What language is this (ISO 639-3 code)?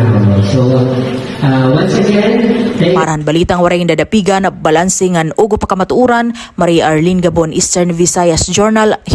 war